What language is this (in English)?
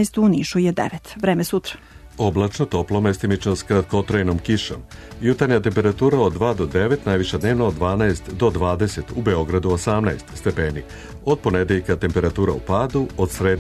Serbian